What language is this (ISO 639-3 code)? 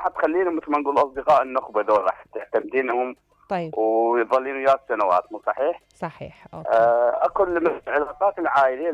acm